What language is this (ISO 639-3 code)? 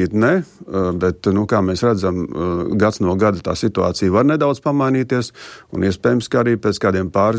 lav